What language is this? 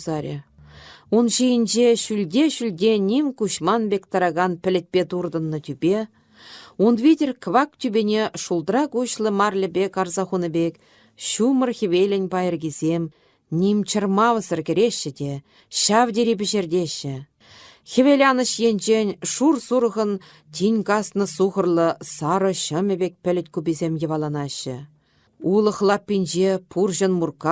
Chuvash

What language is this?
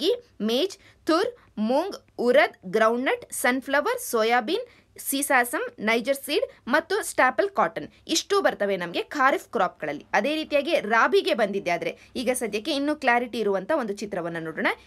Kannada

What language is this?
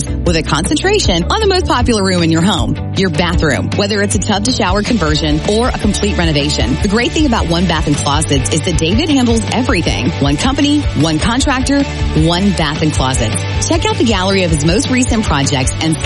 English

